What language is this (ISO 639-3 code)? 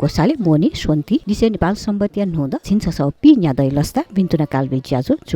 new